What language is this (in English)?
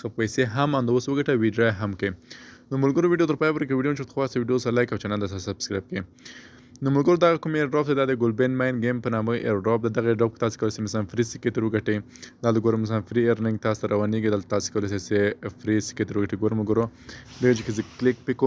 Pashto